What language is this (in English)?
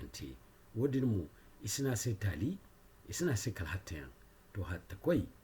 Zarma